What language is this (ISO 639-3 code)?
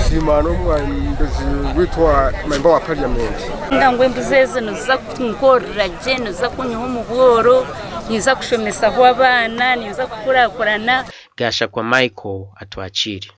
nyn